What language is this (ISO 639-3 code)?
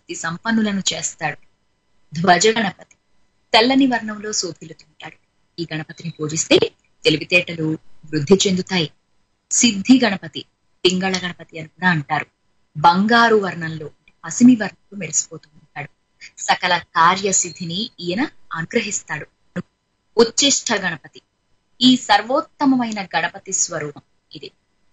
tel